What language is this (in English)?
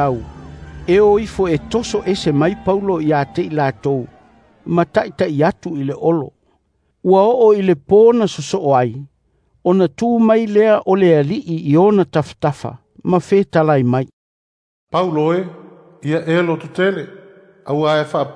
Samoan